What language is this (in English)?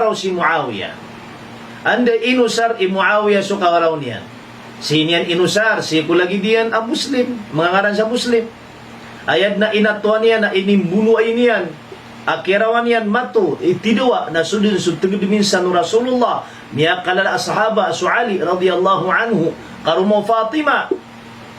Maranao